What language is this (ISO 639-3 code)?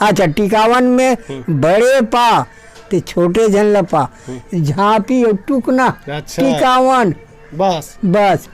hne